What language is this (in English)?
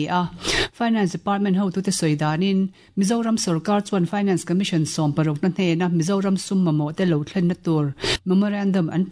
Mizo